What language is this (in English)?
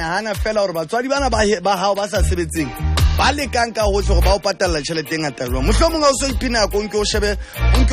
Southern Sotho